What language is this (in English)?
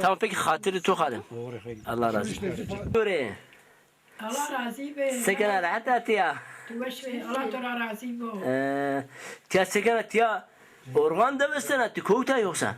Zaza